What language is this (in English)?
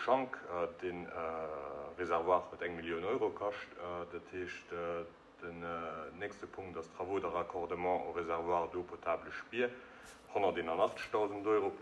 Luxembourgish